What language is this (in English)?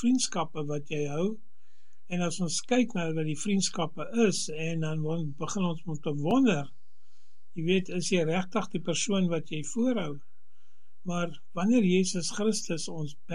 Afrikaans